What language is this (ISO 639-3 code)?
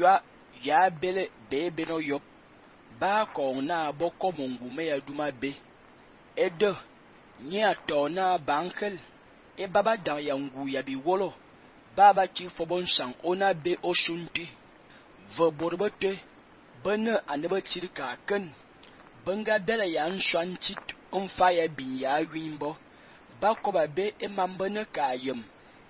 fan